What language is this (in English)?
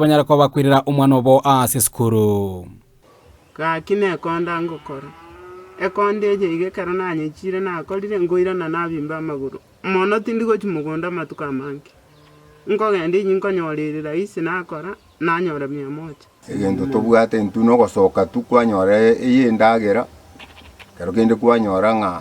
Gusii